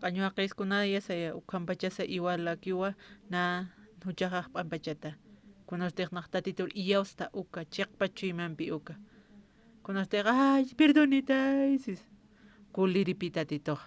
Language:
Aymara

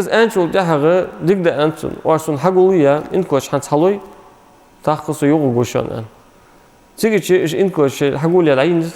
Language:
Ingush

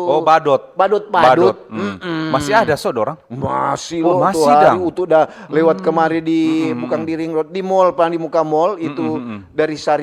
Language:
Manado Malay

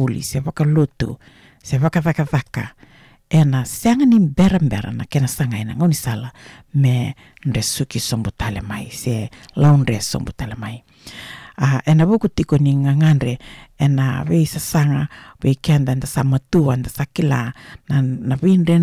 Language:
Fijian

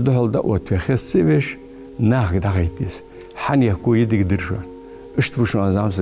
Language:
Ingush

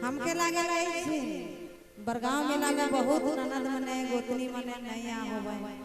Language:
Sadri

